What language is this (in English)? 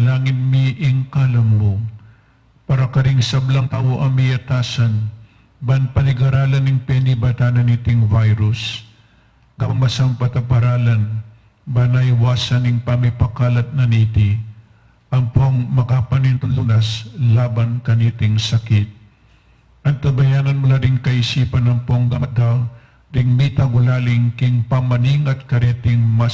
Pampanga